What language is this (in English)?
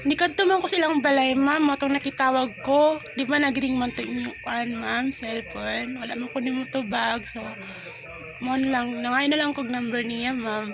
Cebuano